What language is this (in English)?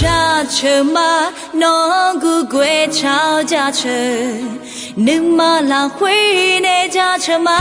Akha